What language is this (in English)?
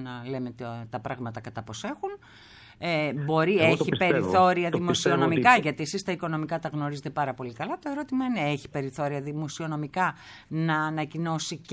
Greek